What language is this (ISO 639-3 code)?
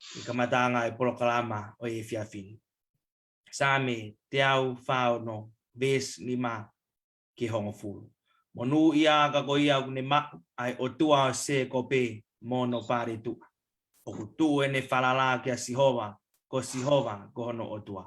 ton